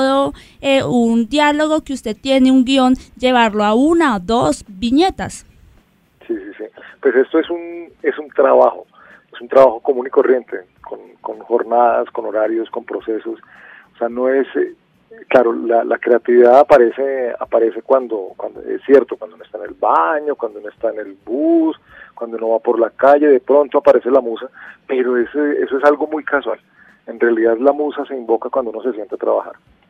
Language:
Spanish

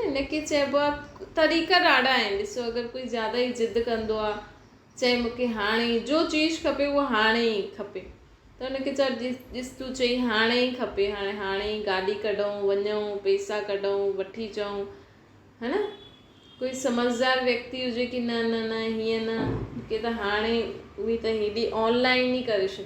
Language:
Sindhi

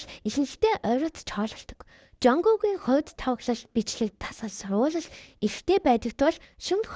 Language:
Mongolian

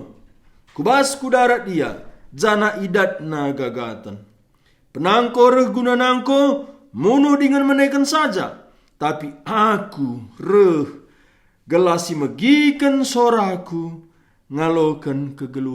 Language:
Batak Karo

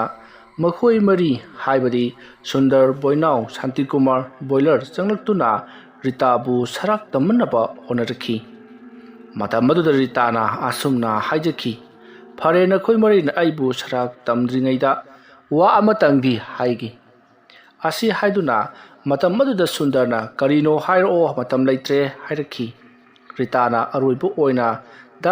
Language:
Manipuri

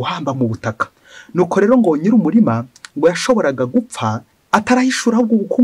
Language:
Kinyarwanda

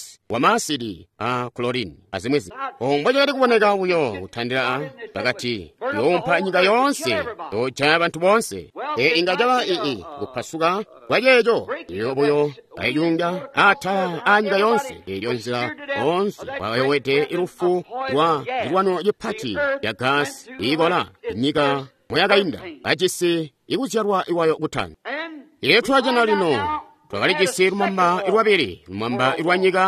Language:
Tonga (Zambia)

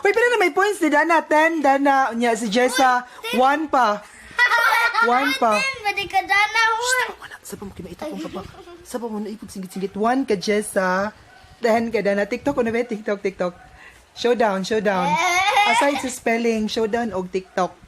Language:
Cebuano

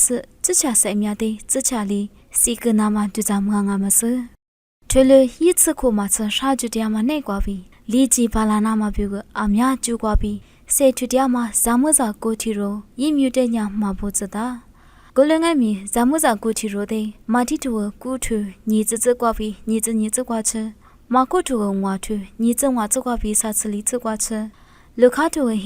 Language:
Lisu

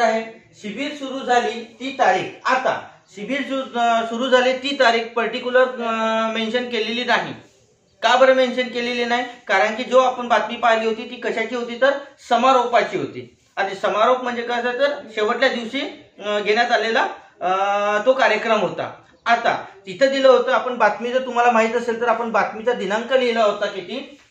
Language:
Marathi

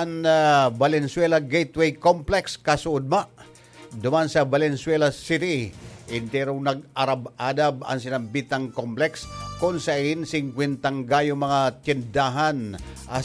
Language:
Bikol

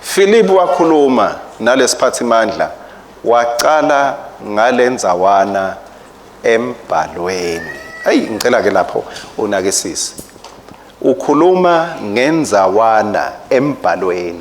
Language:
Swati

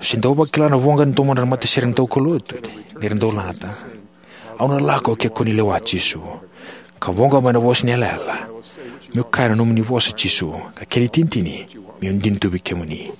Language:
Fijian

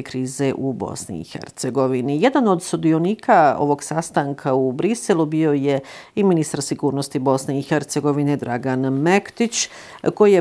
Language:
Bosnian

